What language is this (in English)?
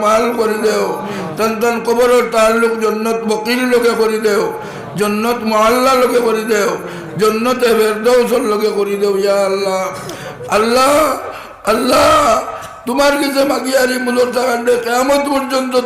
Sylheti